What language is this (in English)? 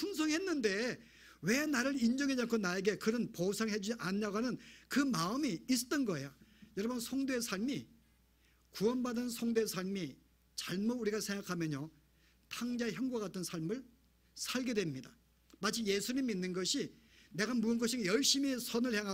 Korean